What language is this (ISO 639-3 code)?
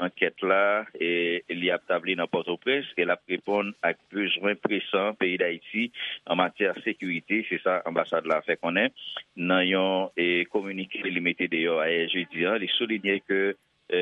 hat